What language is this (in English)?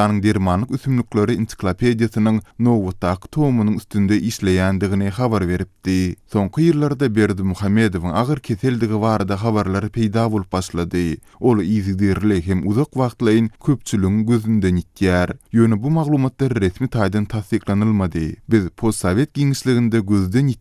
Turkmen